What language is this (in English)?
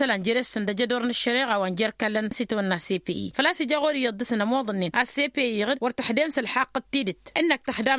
Tamasheq